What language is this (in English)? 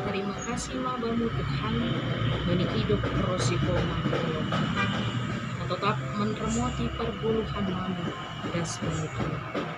Batak Simalungun